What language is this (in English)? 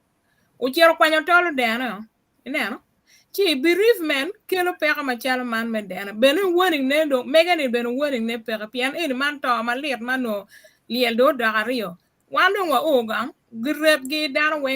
Acoli